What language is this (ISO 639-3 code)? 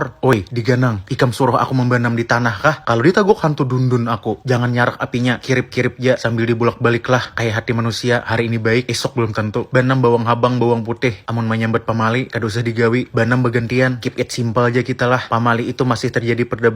bjn